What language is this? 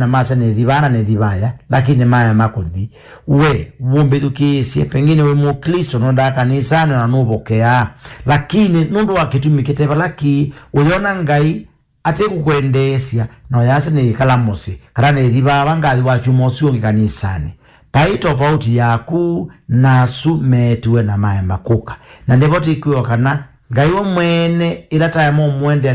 Kamba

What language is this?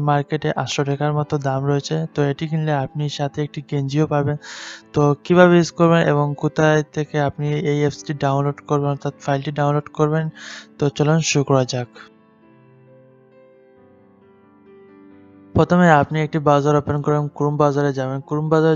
Bangla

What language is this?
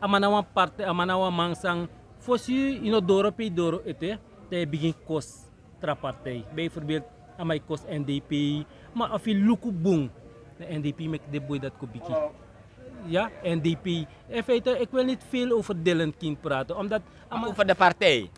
Sranan Tongo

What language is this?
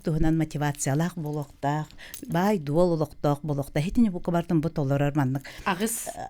Yakut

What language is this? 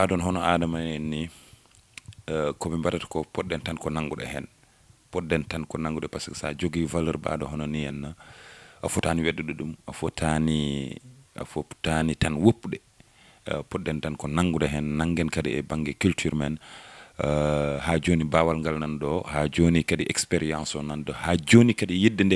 Fula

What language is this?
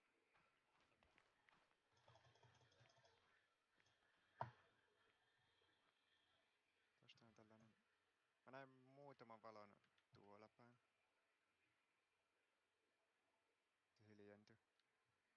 Finnish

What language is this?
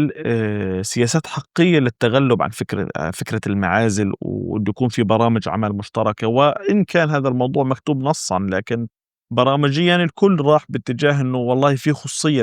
North Levantine Arabic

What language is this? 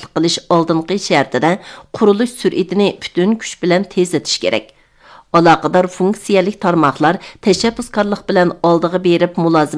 Uyghur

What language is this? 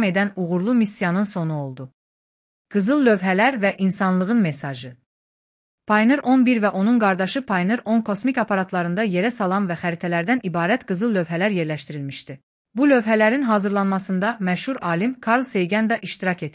Azerbaijani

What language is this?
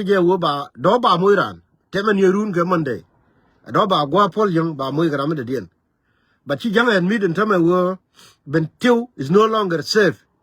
Nuer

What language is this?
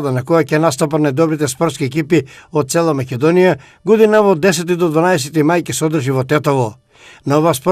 Macedonian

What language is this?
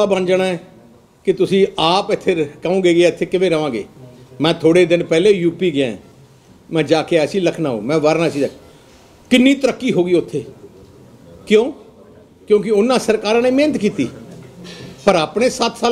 Punjabi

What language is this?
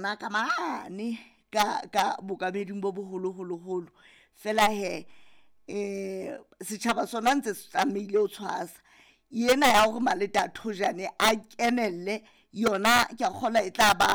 Southern Sotho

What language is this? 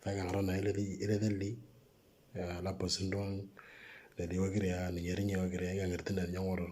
Moro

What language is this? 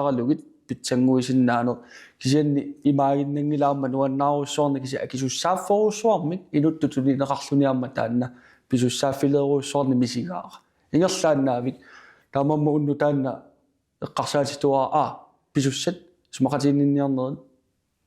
Kalaallisut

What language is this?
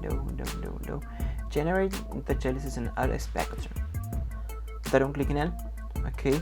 Kabuverdianu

